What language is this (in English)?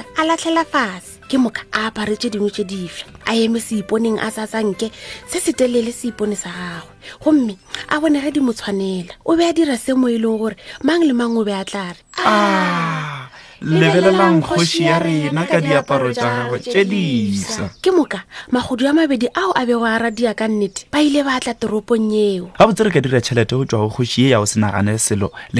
Northern Sotho